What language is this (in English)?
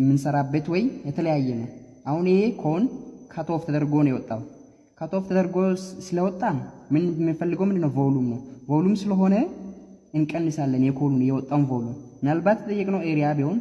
Amharic